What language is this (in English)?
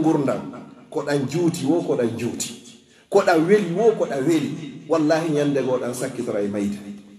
Pular